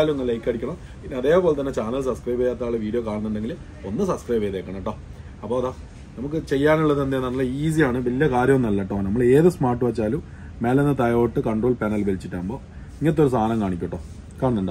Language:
Malayalam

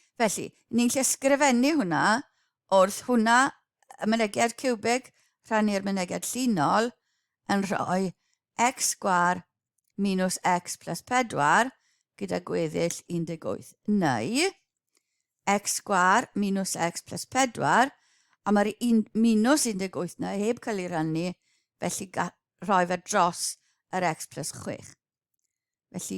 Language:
Welsh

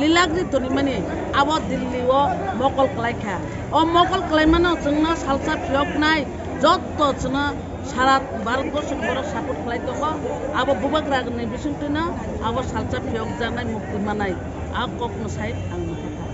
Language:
Kok Borok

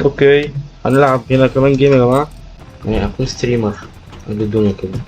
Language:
Egyptian Arabic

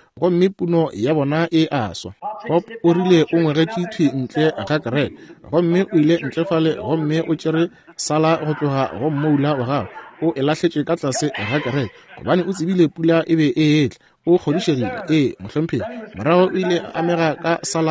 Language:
Northern Sotho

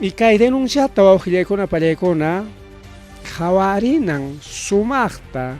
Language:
Ayacucho Quechua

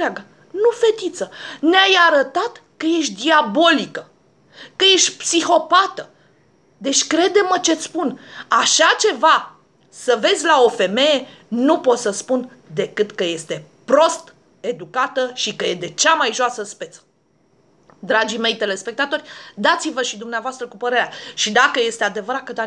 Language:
Romanian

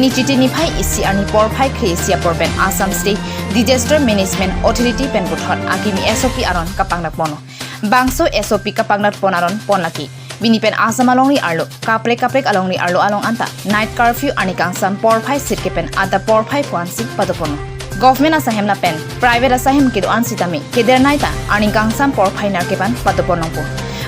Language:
Karbi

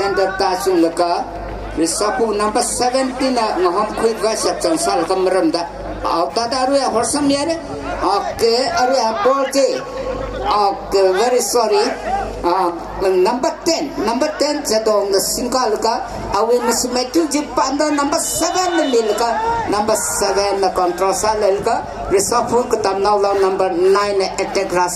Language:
Tangkhul Naga (India)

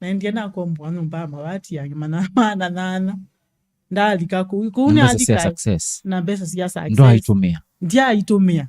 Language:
Kamba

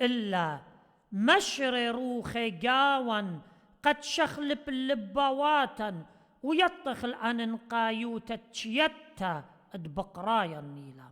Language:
Assyrian Neo-Aramaic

